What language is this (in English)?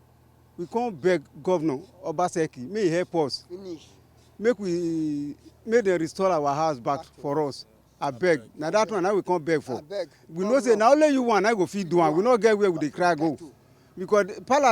Nigerian Pidgin